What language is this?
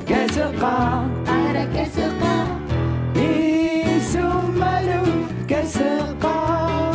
Kalaallisut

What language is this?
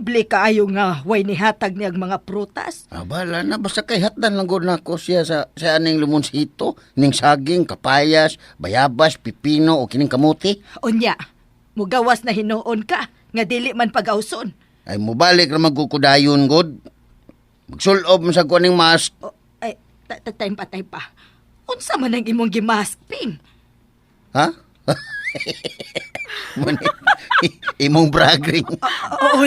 Cebuano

